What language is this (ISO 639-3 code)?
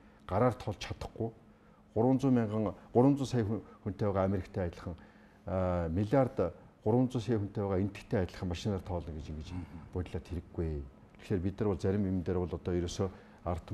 mon